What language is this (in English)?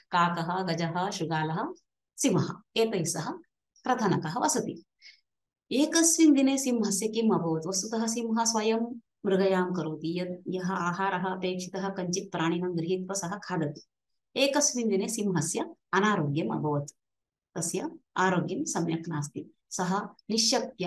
Sanskrit